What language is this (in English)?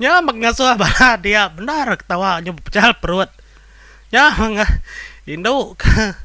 Iban